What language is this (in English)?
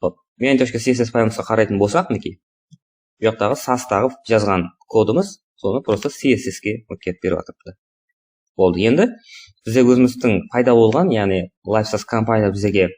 Kara-Kalpak